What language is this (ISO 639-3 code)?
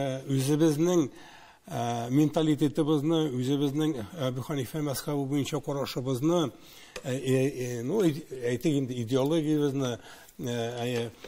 tat